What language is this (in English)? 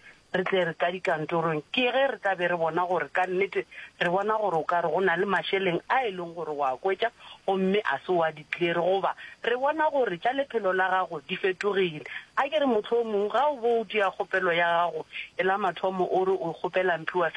Northern Sotho